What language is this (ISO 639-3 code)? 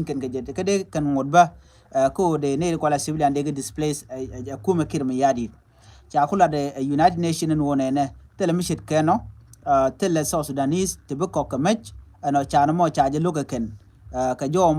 nus